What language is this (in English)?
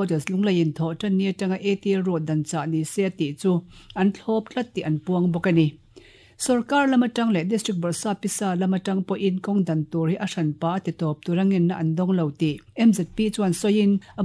Mizo